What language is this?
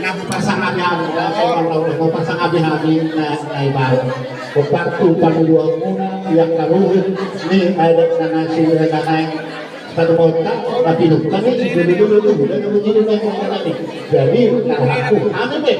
Batak Toba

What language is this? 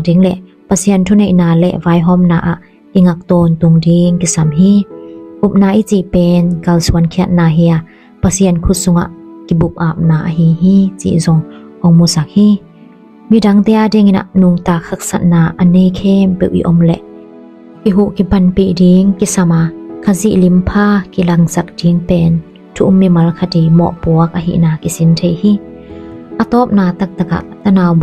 Tedim Chin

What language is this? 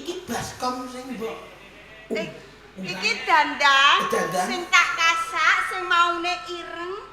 Javanese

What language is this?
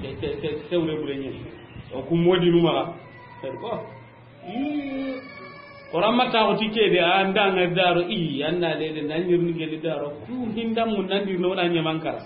Soninke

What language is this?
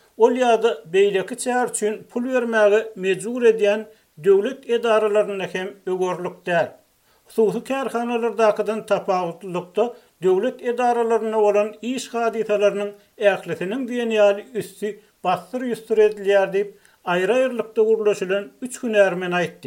Turkmen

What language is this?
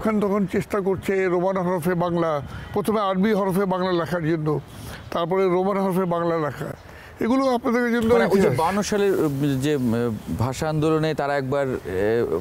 Bangla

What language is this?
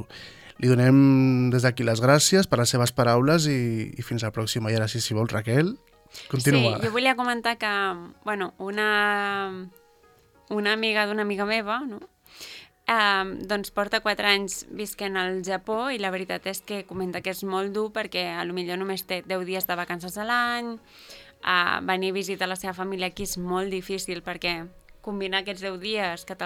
Catalan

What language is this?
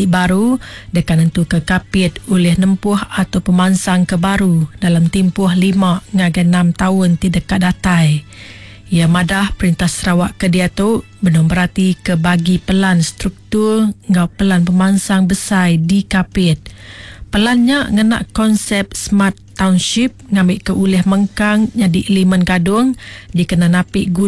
Iban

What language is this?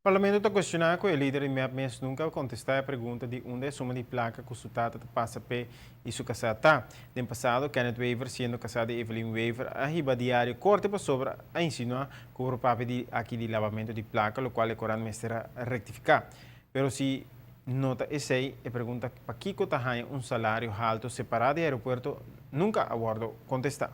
Papiamento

